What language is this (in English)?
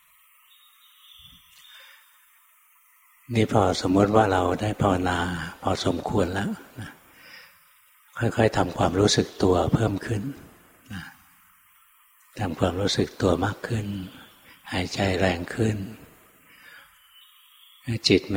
Thai